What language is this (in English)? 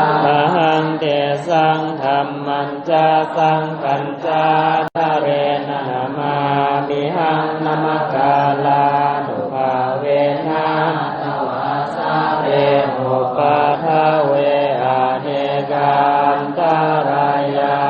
Pali